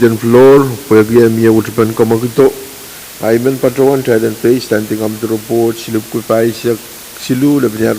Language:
Pohnpeian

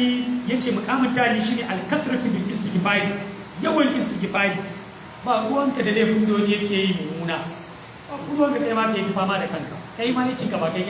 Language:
Hausa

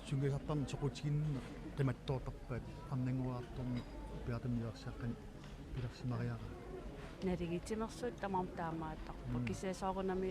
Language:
Kalaallisut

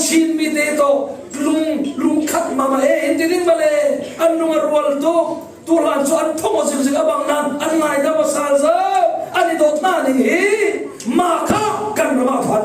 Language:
Falam Chin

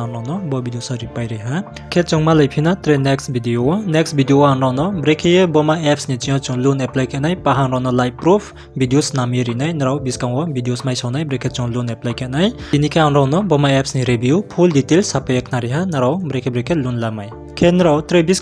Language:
Riang (India)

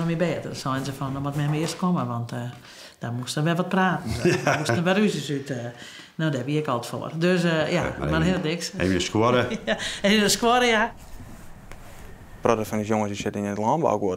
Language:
Western Frisian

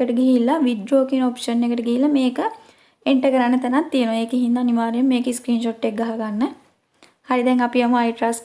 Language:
Sinhala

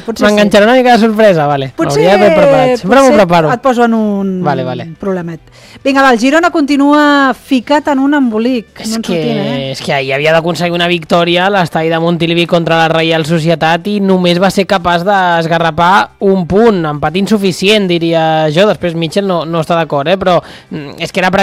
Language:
Catalan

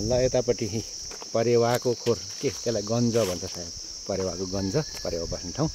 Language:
Nepali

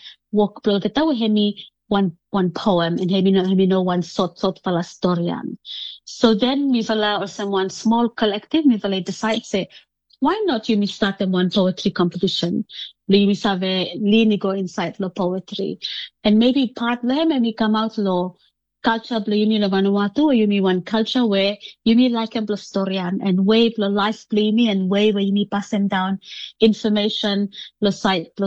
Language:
Bislama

